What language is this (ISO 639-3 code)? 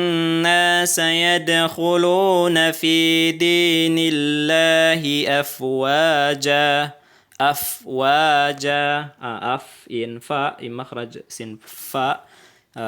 tsg